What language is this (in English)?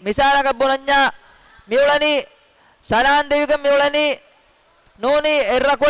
Divehi